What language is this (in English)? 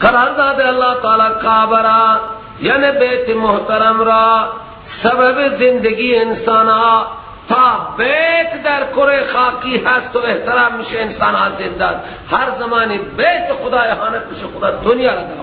Persian